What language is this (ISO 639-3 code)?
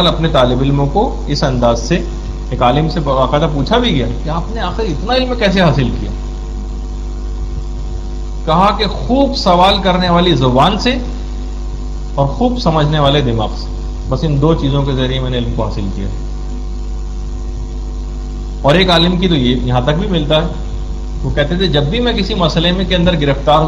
urd